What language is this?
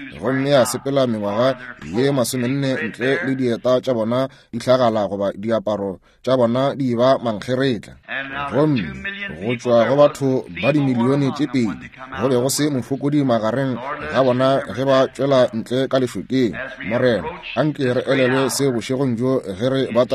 Northern Sotho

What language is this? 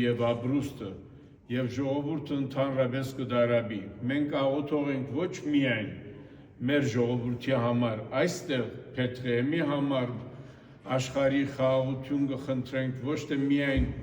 Western Armenian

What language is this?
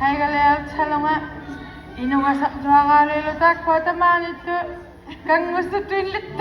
Inuktitut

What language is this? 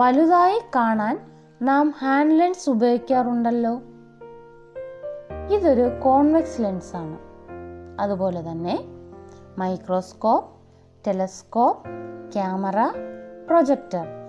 Malayalam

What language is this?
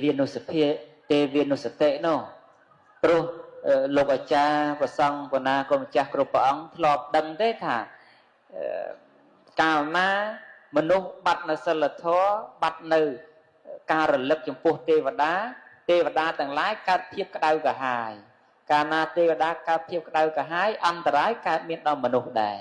Khmer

